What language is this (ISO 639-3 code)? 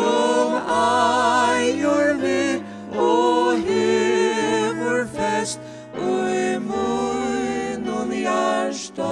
fao